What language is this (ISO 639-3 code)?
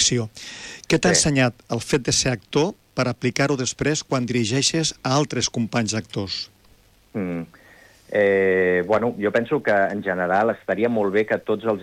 cat